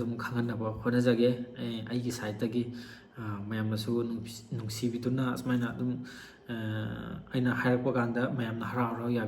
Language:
Manipuri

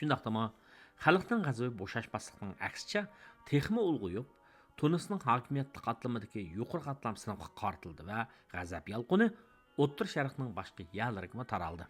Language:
Uyghur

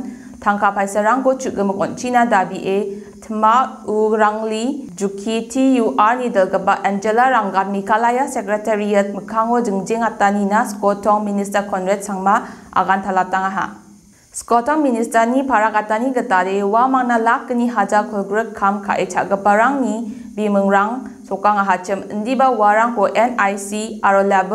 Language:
Garo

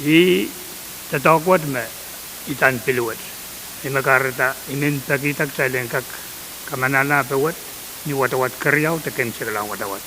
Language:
Pohnpeian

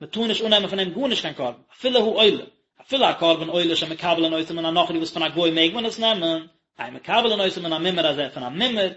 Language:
Yiddish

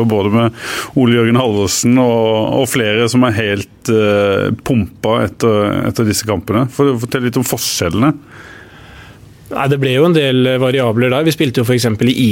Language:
Norwegian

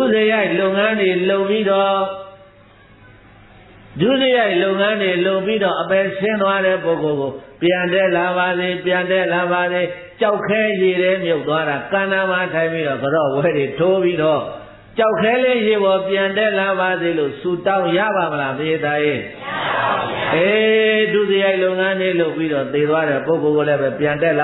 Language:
Burmese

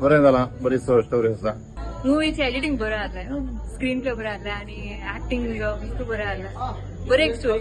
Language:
Konkani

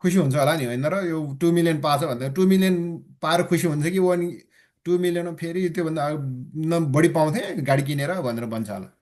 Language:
Nepali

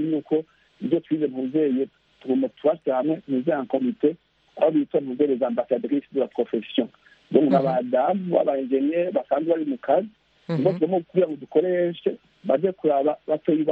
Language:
Kinyarwanda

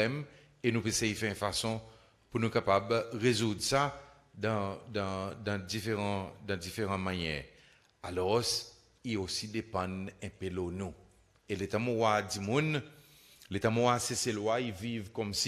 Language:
Seselwa Creole French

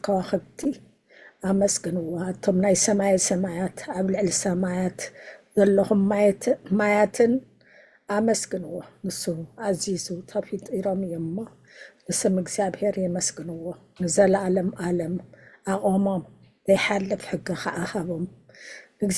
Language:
Tigrinya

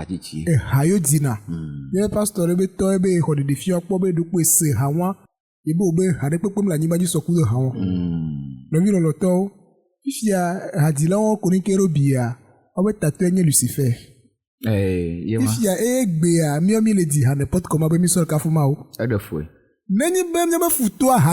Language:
Ewe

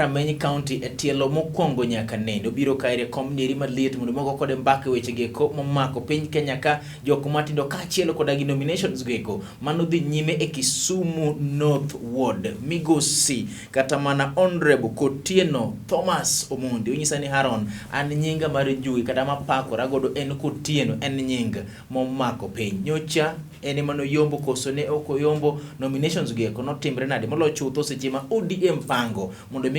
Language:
Luo (Kenya and Tanzania)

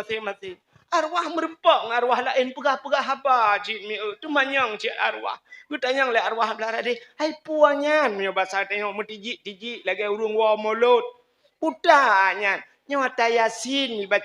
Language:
Achinese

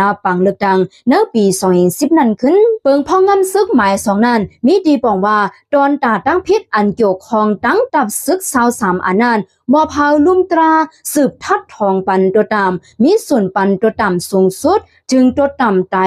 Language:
Shan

